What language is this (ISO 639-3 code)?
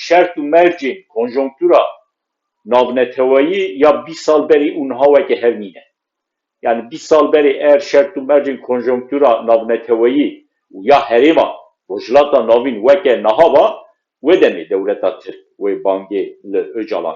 kur